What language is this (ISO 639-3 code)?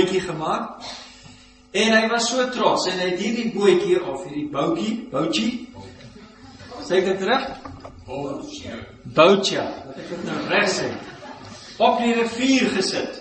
afr